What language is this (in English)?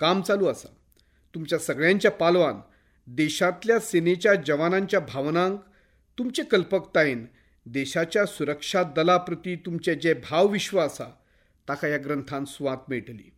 Konkani